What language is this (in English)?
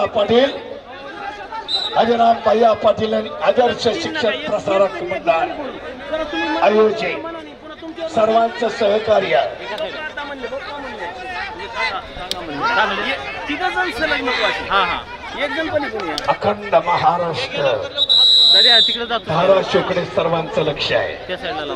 Marathi